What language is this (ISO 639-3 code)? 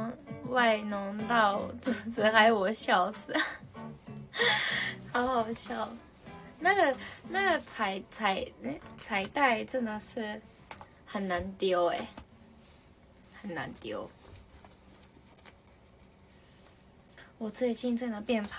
zho